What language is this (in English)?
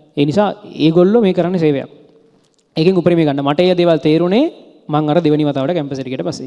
Sinhala